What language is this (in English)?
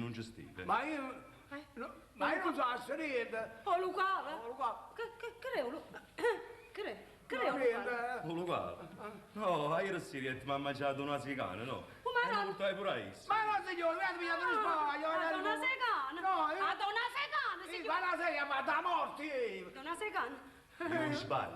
Neapolitan